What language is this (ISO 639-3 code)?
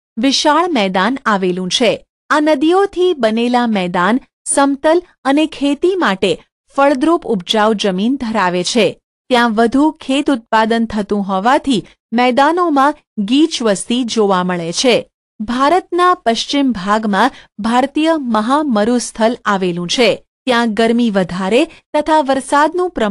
guj